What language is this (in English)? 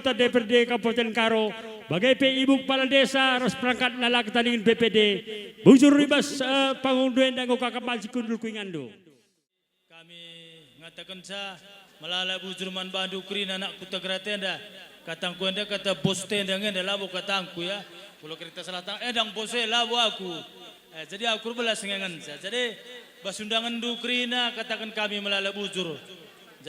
Batak Karo